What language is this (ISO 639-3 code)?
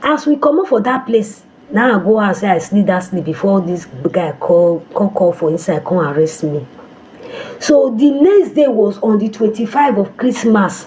pcm